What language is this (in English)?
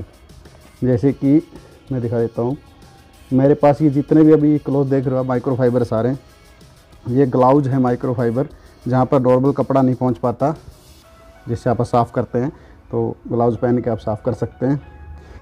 Hindi